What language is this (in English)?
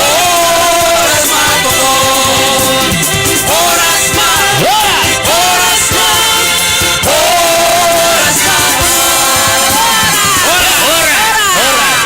Batak Simalungun